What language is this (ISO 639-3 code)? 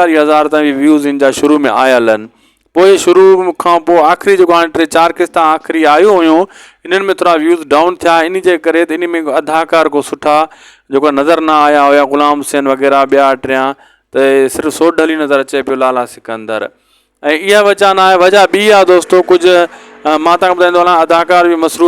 snd